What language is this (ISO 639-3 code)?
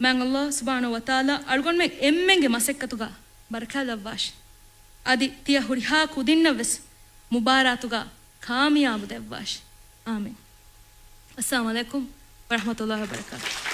div